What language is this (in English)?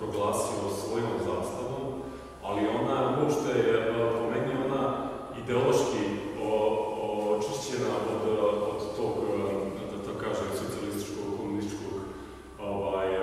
Serbian